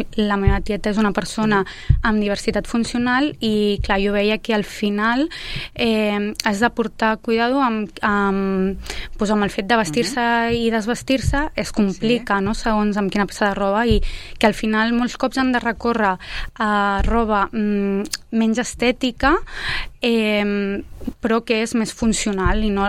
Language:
Catalan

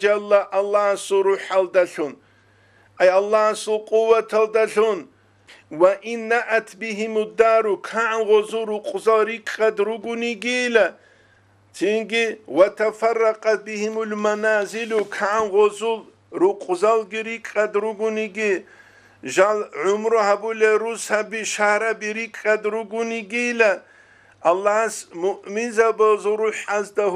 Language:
Avaric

